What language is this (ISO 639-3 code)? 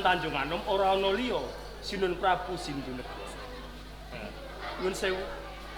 jav